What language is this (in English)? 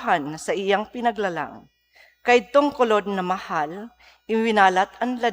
Bikol